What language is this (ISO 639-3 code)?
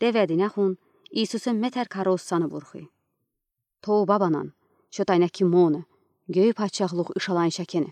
udi